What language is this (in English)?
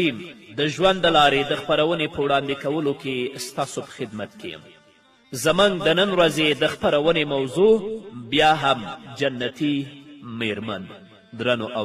Pashto